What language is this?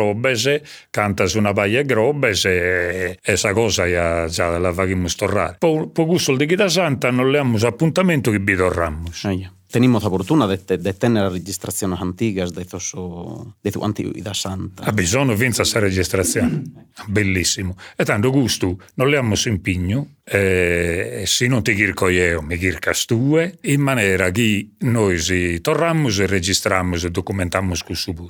Sardinian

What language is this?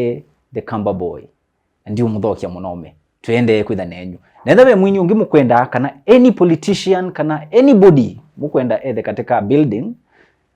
Kamba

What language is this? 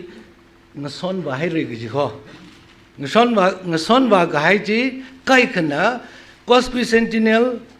Tangkhul Naga (India)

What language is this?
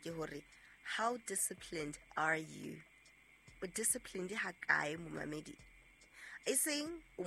Southern Sotho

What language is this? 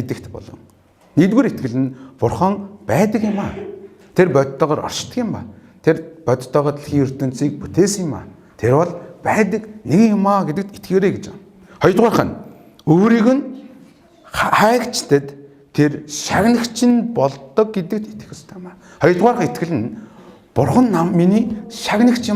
Mongolian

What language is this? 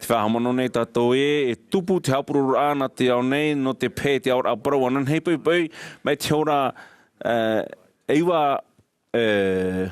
Tahitian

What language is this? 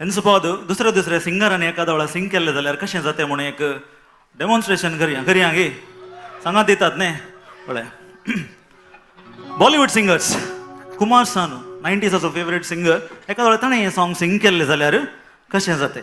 Konkani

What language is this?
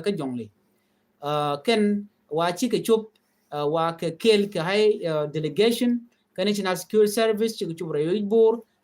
Nuer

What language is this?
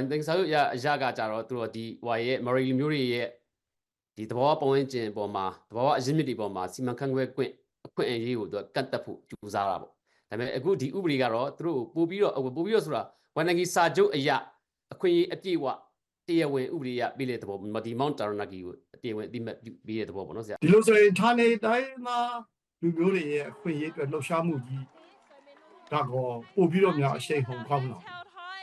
Burmese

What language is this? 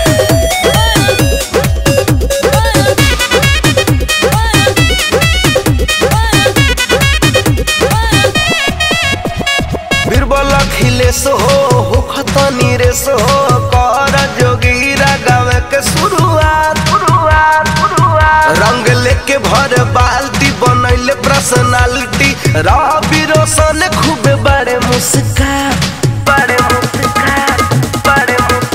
Bhojpuri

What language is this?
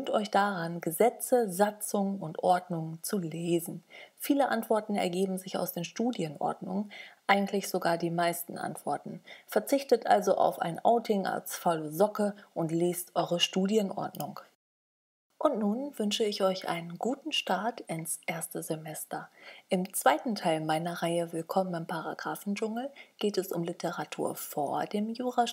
German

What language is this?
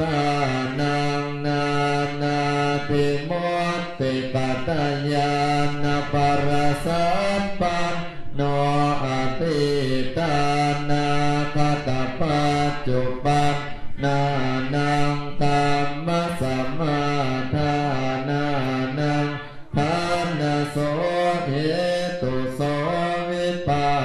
Pali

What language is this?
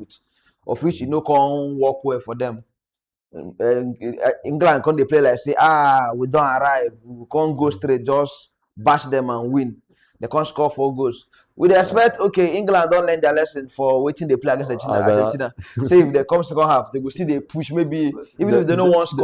Nigerian Pidgin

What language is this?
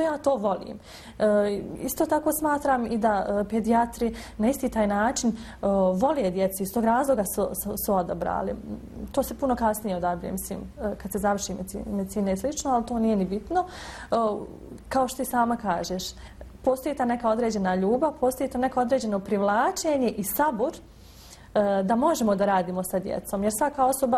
Bosnian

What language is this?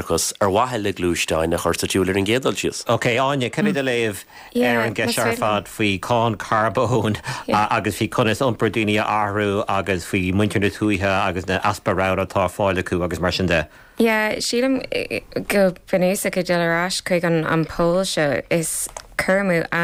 Irish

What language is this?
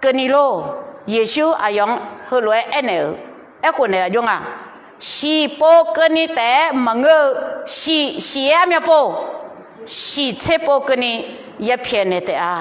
Akha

